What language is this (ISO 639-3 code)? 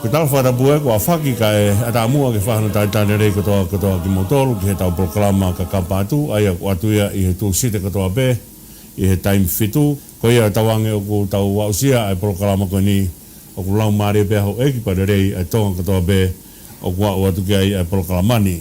ton